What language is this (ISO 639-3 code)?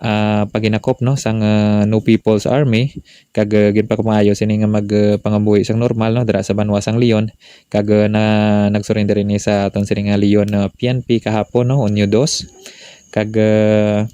hil